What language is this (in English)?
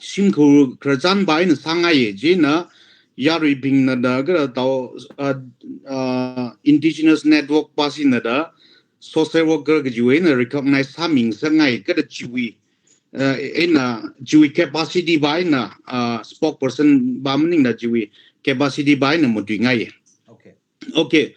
Tangkhul Naga (India)